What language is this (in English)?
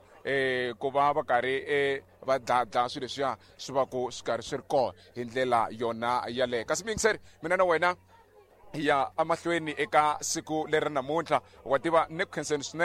Tsonga